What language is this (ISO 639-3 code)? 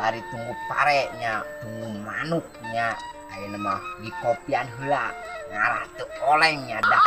sun